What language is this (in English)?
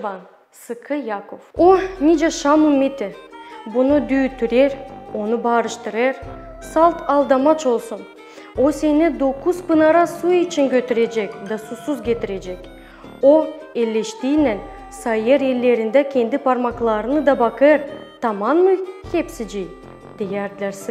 Gagauz